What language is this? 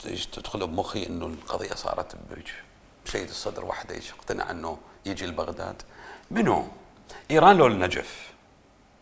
Mesopotamian Arabic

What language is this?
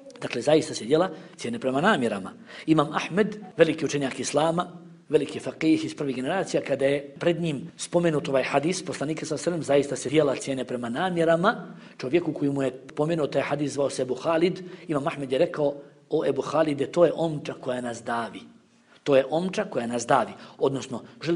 Bosnian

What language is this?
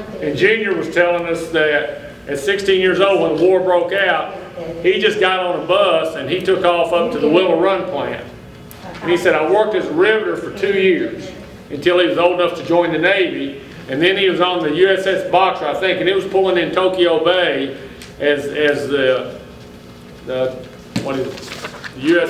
English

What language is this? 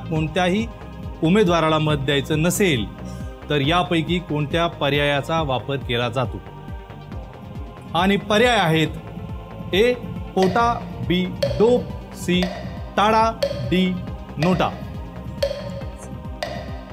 Marathi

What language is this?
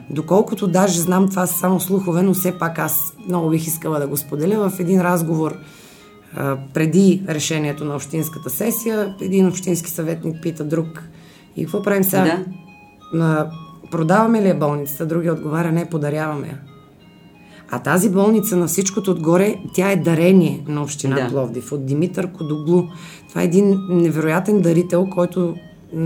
Bulgarian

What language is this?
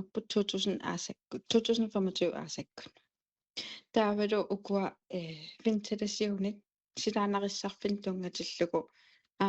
Kalaallisut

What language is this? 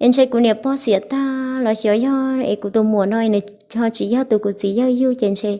Hmong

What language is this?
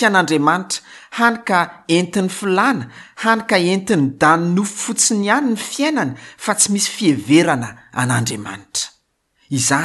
Malagasy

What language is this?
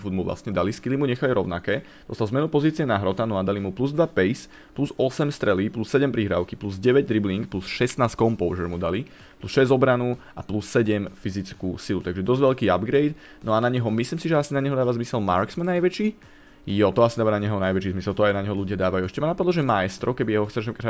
Slovak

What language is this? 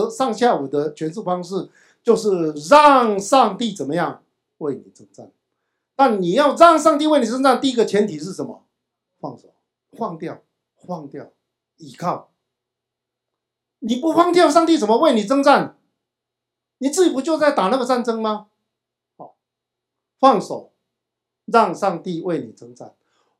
Chinese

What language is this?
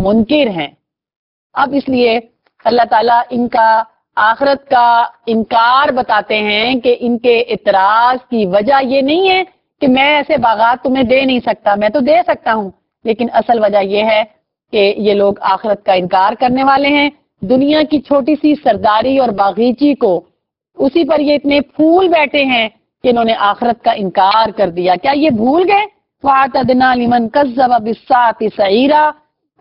Urdu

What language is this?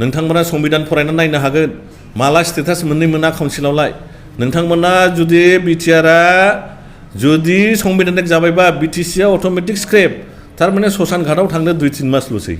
Bodo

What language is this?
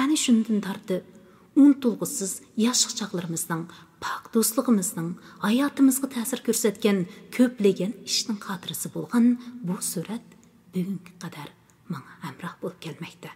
Uyghur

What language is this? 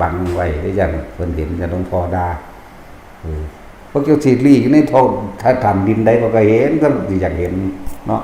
Northeastern Thai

